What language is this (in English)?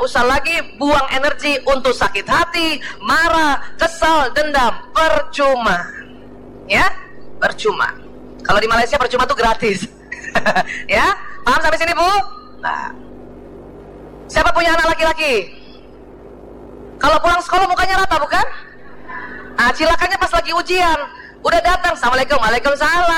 Indonesian